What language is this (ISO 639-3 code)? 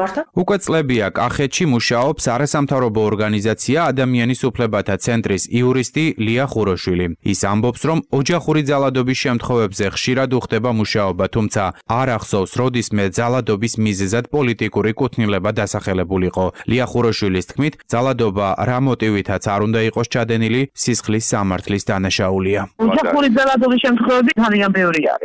kat